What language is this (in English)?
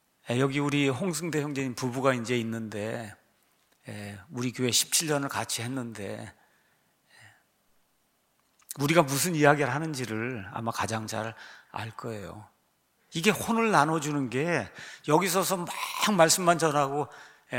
Korean